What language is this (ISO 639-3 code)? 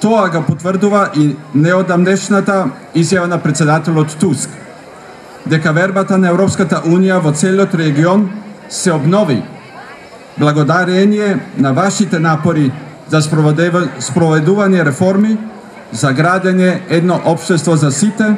mkd